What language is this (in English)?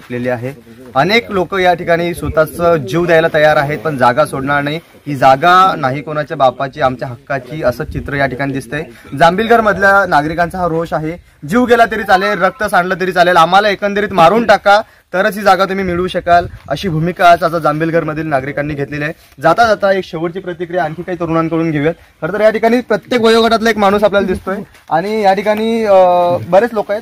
Marathi